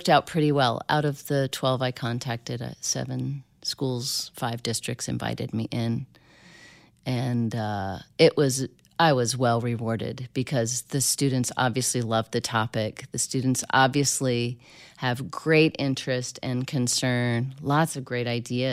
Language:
English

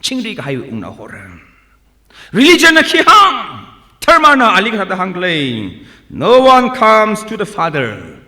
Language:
Tangkhul Naga (India)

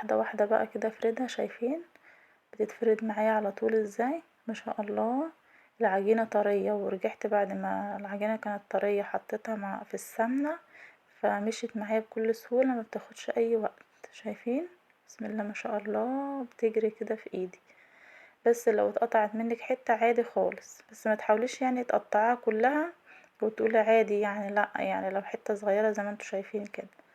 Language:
Egyptian Arabic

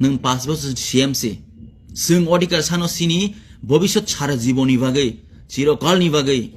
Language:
Kok Borok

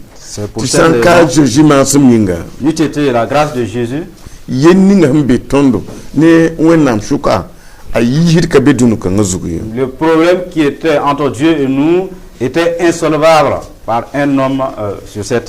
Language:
Mossi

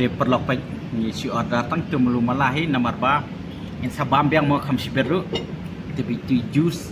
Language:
Khasi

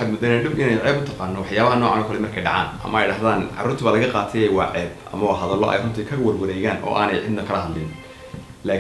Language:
Somali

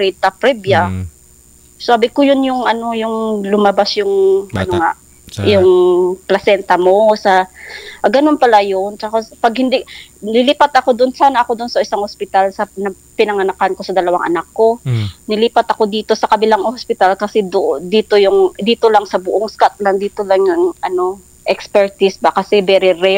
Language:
Filipino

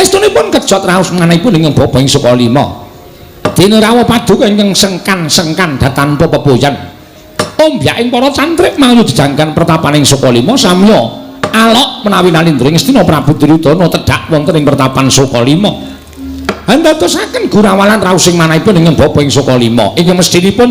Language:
Javanese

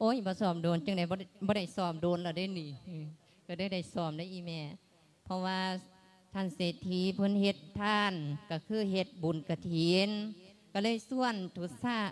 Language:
Lao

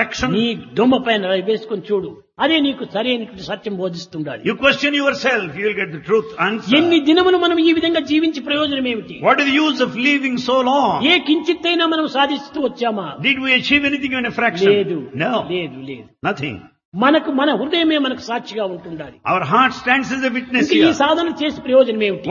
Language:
Telugu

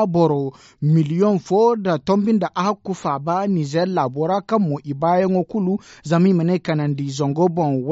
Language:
Zarma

